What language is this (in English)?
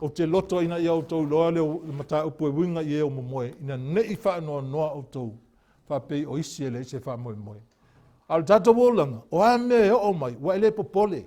Samoan